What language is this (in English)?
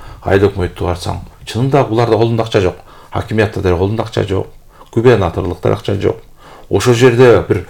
Kyrgyz